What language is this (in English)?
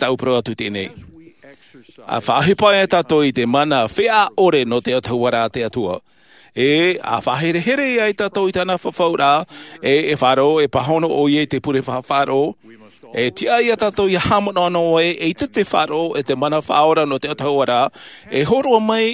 Tahitian